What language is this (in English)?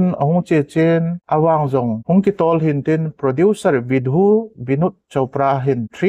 Thado Chin